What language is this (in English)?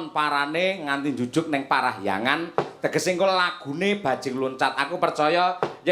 Javanese